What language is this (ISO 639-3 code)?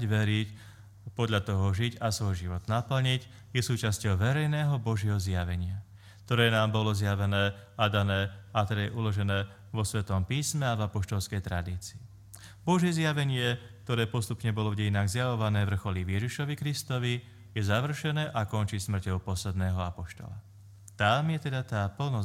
slk